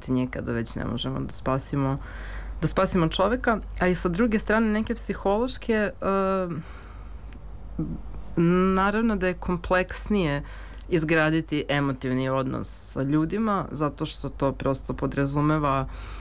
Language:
Serbian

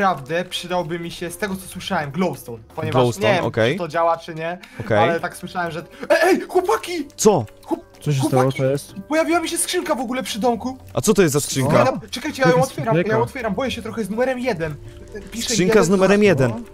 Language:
Polish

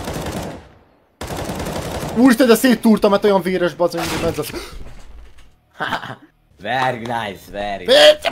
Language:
Hungarian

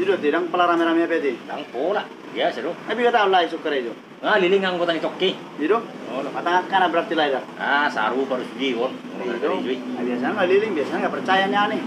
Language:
Batak Toba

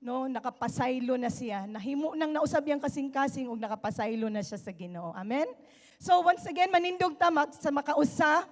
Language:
Cebuano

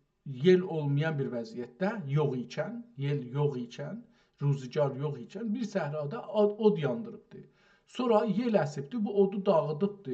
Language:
South Azerbaijani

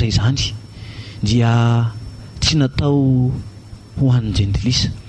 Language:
Malagasy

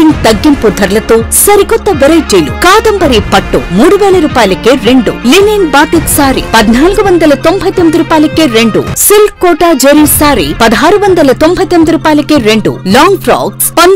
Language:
Telugu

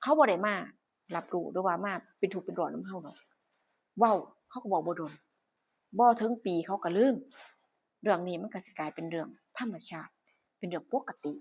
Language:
Northeastern Thai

